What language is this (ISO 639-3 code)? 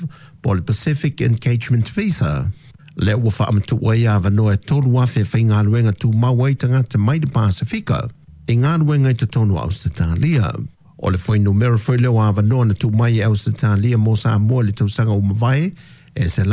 smo